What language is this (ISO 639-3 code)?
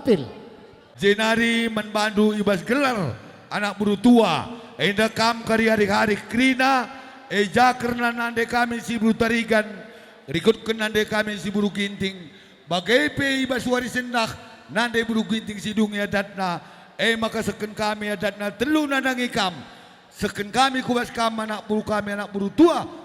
btx